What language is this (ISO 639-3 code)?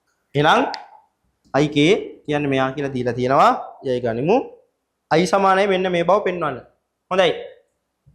sin